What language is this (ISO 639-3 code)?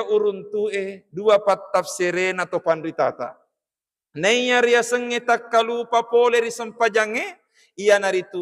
bug